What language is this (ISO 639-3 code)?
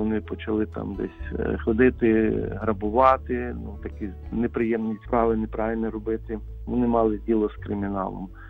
ukr